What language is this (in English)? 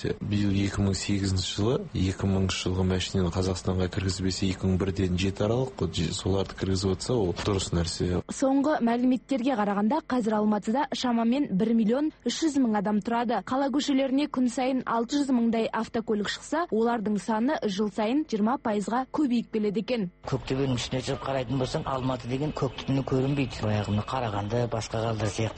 Kazakh